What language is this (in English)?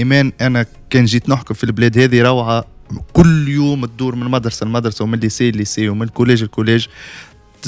Tunisian Arabic